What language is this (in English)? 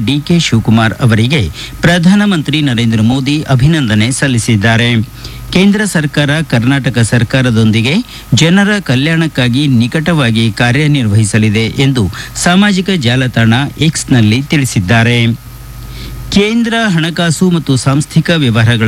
Kannada